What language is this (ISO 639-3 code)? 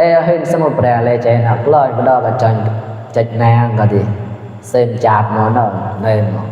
mnw